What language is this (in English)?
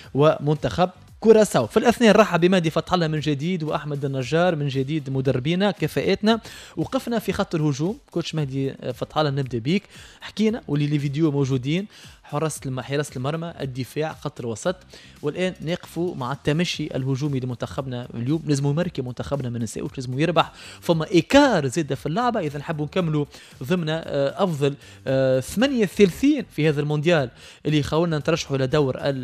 Tunisian Arabic